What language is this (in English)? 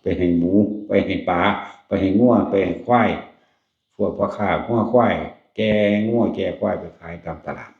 Northeastern Thai